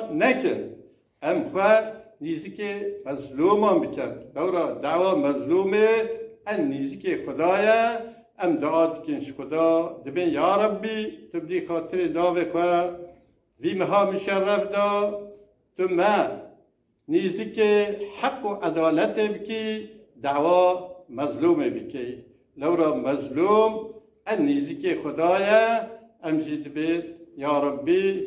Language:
Kurdish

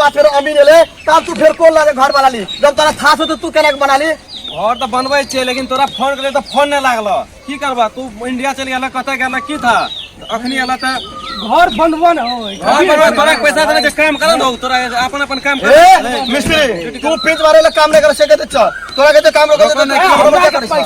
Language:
Maithili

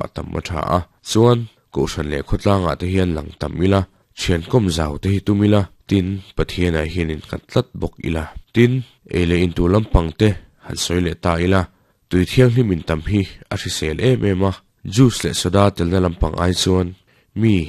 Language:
Mizo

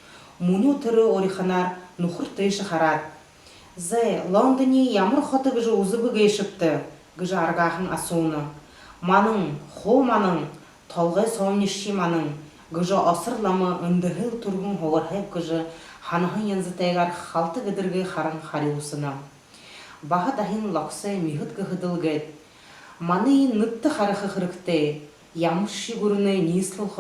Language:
Buriat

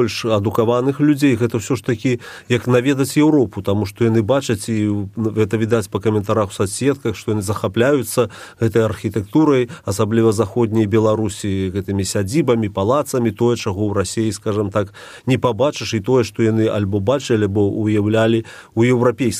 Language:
Belarusian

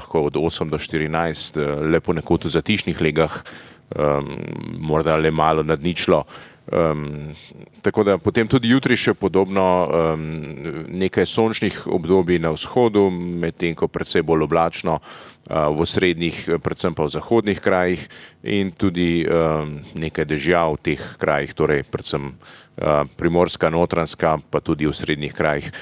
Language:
Slovenian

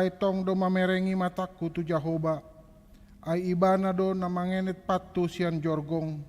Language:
Batak Toba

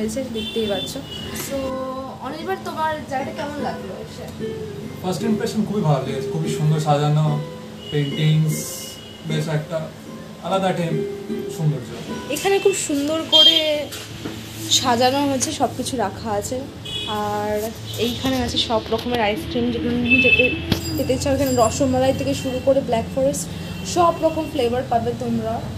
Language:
Bangla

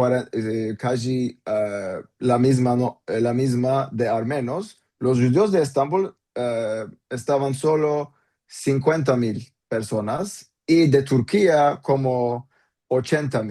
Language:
Ladino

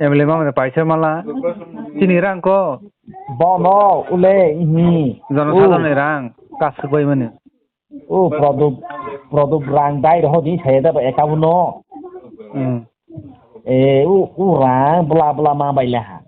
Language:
Kok Borok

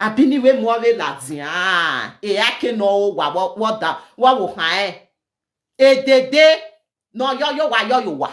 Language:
Nigerian Pidgin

